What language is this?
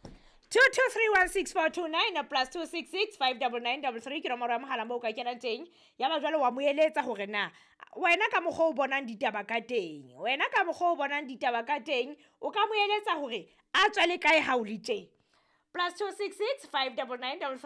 Southern Sotho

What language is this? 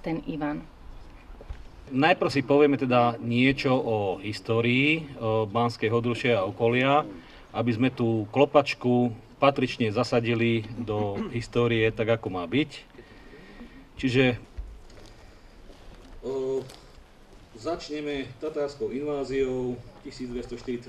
Slovak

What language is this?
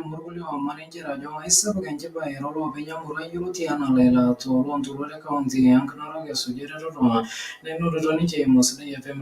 Masai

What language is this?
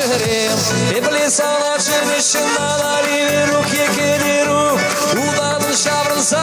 Chuvash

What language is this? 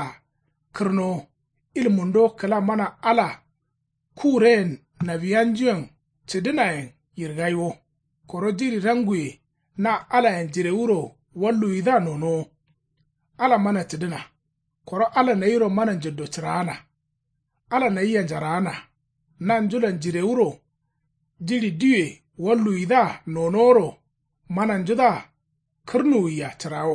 Kanuri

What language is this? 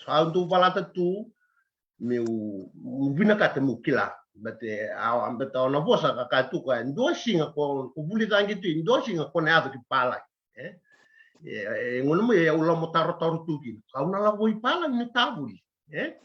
Fijian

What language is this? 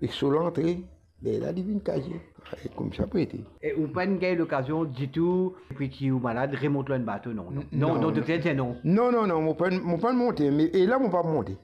Morisyen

